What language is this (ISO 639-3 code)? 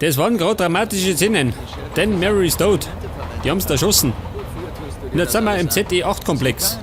bar